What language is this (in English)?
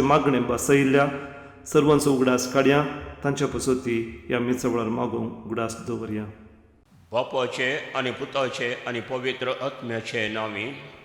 Konkani